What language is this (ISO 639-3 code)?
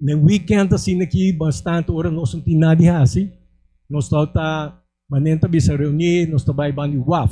pap